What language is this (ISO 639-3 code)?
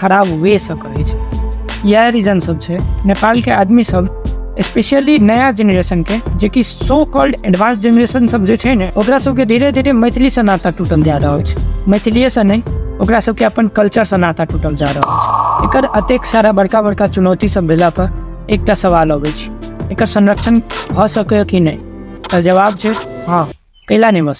mai